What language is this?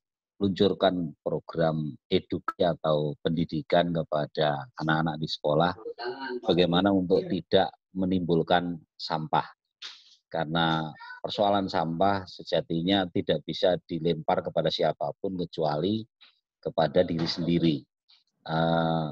Indonesian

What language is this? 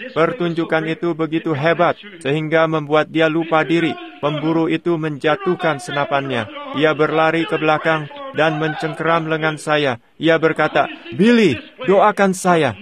Indonesian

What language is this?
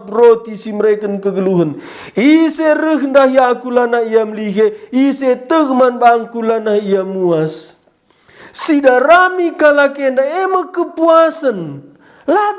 Batak Karo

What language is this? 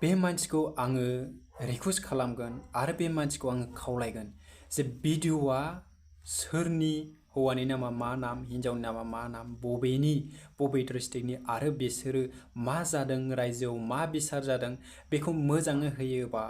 Bodo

